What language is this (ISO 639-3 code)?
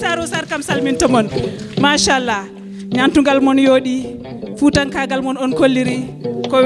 ful